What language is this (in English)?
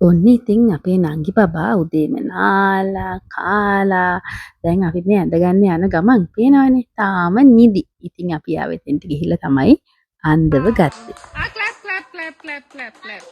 Sinhala